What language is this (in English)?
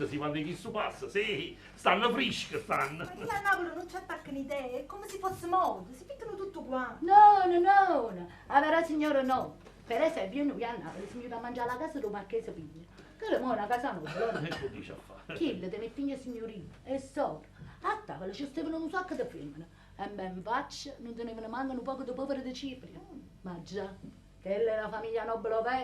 Neapolitan